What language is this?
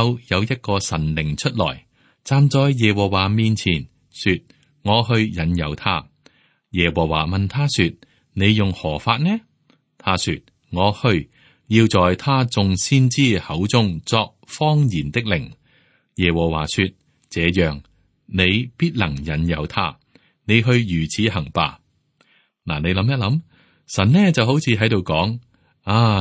Cantonese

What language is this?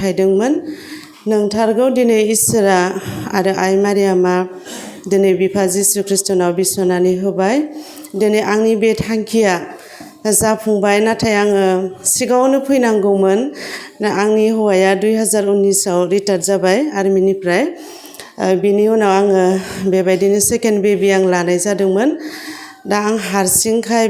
Bodo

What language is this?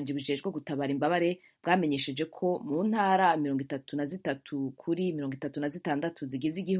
Kinyarwanda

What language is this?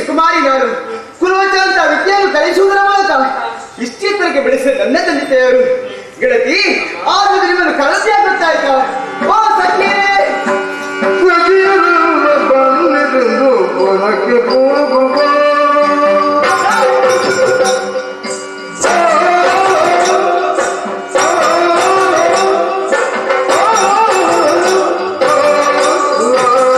Kannada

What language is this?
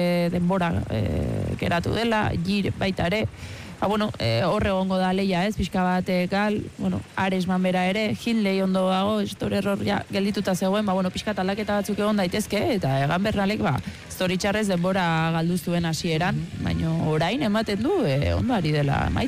Basque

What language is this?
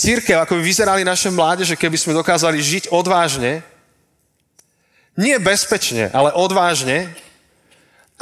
Slovak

